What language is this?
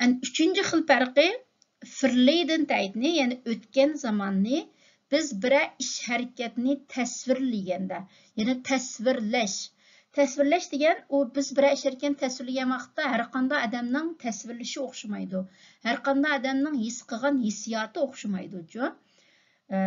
Uyghur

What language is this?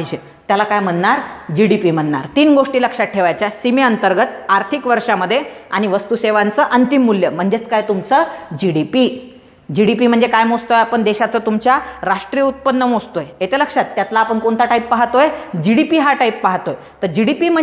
Marathi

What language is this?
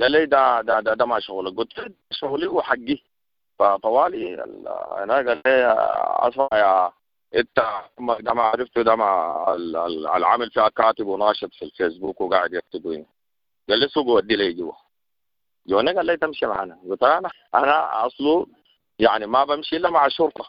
Sudanese Arabic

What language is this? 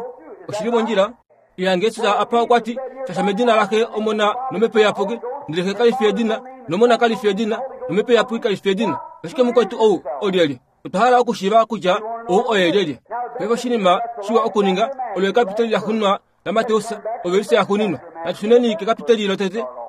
Kuanyama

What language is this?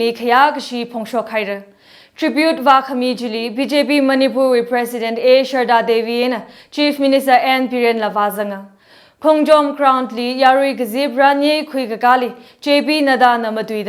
Tangkhul Naga (India)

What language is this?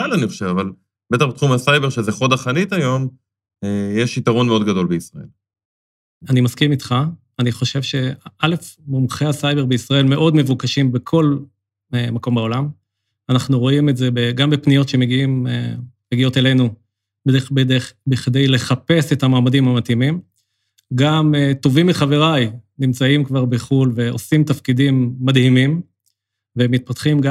Hebrew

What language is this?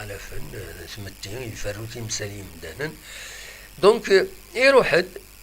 Kabyle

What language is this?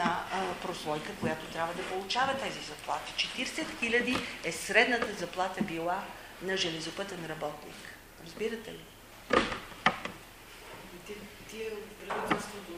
Bulgarian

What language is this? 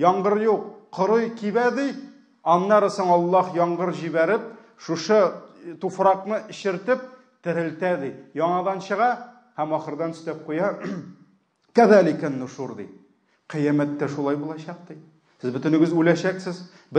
Tatar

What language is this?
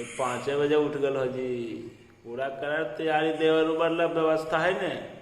Magahi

